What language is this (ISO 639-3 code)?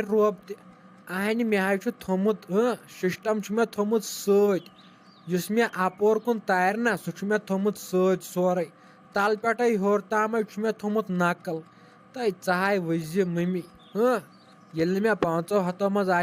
kas